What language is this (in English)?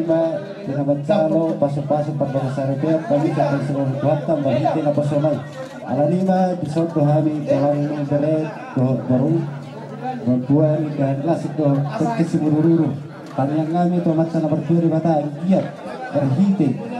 Batak Toba